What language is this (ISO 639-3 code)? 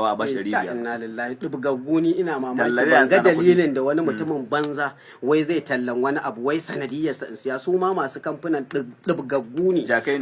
hau